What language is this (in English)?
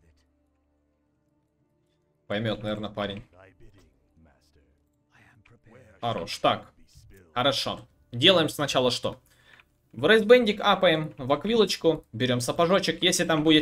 Russian